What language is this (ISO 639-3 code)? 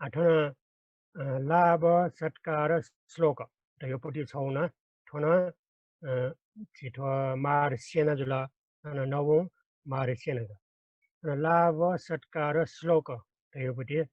new